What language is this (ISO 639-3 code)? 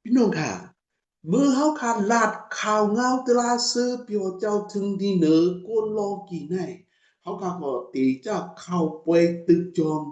shn